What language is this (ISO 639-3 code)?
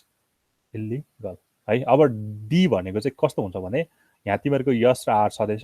nep